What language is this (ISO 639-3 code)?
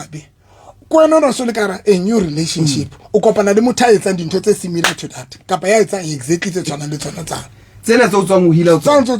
sot